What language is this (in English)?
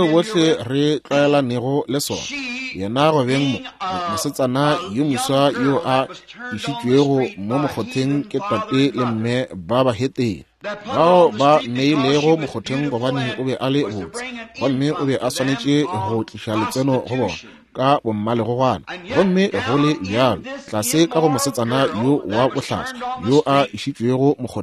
Northern Sotho